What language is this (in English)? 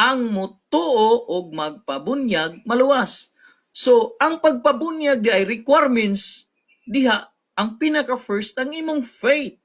Cebuano